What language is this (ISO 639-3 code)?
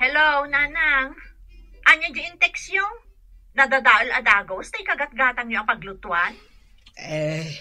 ilo